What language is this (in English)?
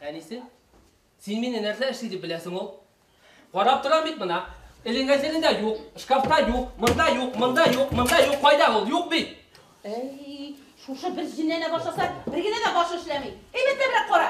Bashkir